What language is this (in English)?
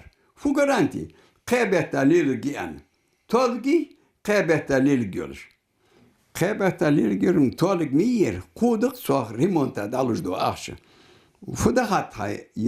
Ingush